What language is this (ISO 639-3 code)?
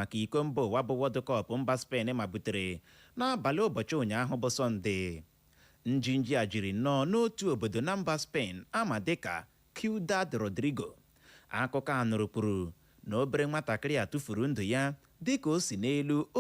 ibo